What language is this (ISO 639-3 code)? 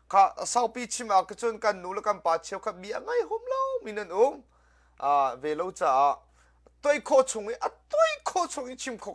cnh